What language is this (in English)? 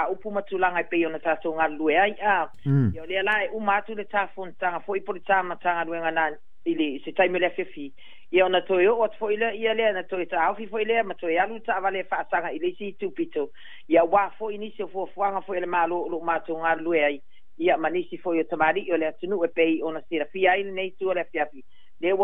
Samoan